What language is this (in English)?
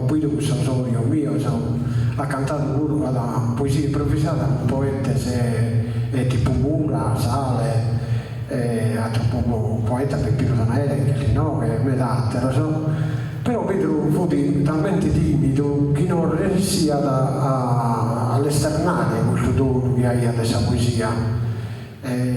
Sardinian